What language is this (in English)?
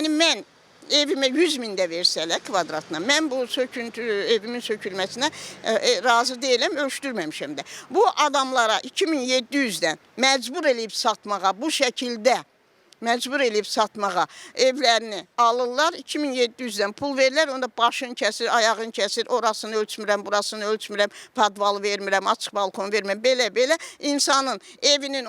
Azerbaijani